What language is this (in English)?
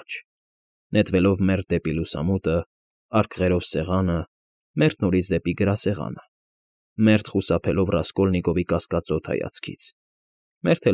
Armenian